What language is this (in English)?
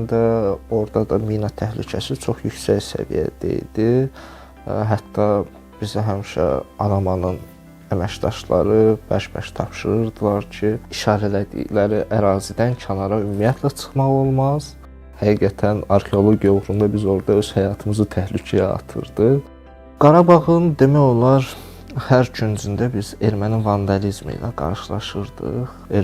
Azerbaijani